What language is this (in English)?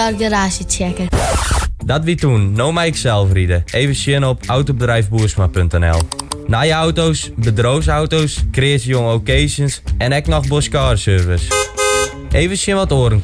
Western Frisian